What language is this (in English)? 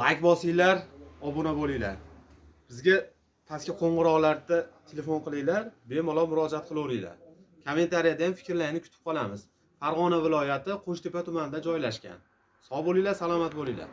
Uzbek